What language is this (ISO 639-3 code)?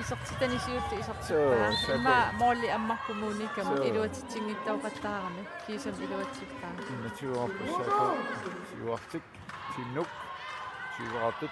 kal